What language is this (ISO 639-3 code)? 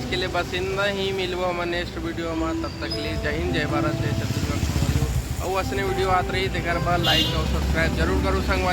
hne